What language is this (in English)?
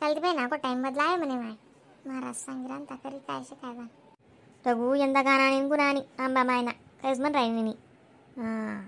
Khandesi